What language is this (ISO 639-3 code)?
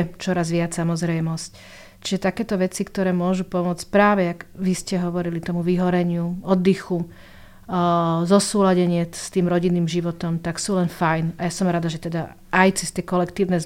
slk